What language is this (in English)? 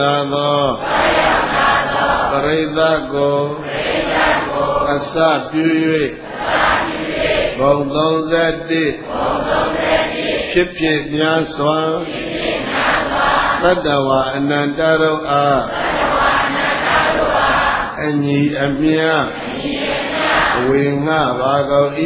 Burmese